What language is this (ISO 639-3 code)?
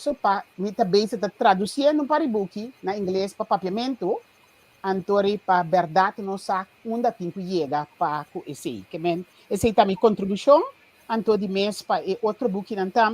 pap